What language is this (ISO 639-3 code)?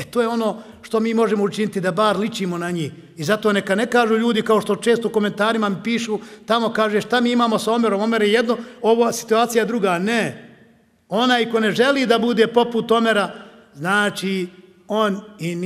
bos